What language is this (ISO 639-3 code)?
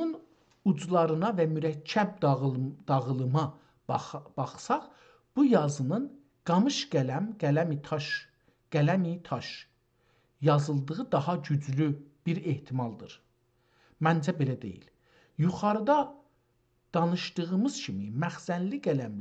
azb